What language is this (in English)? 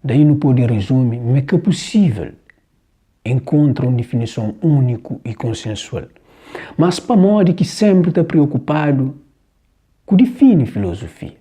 Kabuverdianu